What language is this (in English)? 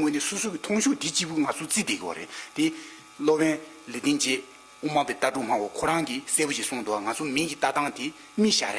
Tibetan